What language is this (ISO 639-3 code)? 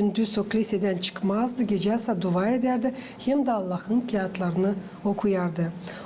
gag